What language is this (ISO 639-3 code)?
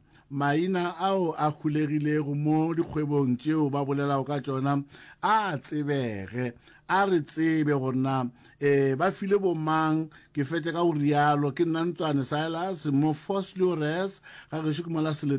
nso